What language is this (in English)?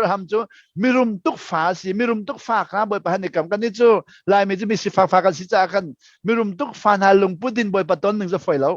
Hakha Chin